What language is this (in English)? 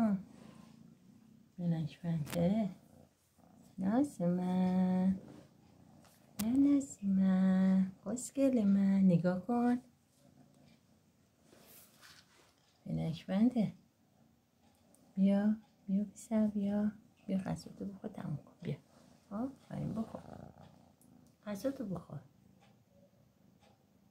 Persian